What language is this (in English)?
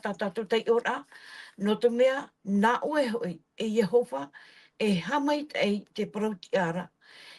Tahitian